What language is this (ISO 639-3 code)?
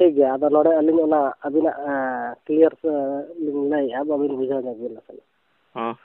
sat